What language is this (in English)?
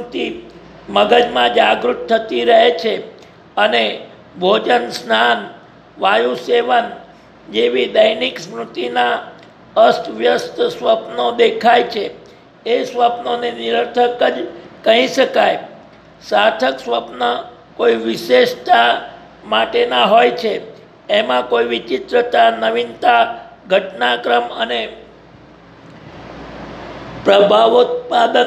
Gujarati